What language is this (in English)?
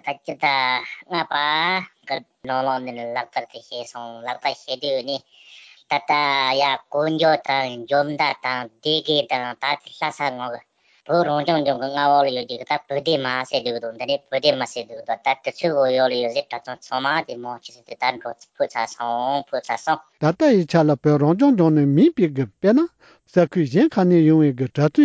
Tibetan